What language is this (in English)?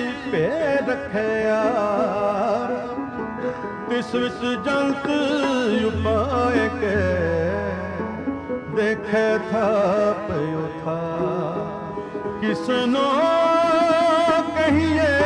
Punjabi